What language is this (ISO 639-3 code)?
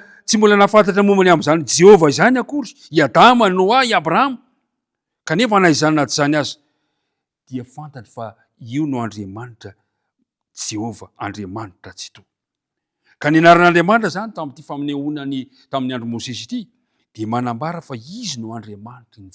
mlg